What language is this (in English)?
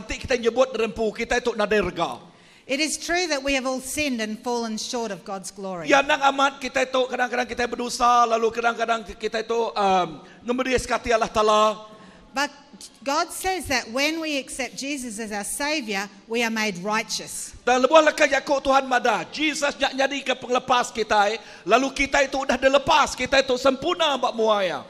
Iban